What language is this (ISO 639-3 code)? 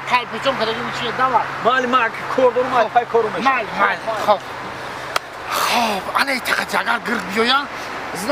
tgk